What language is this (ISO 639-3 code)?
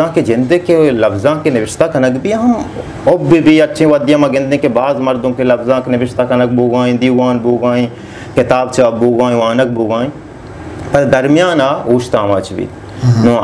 bal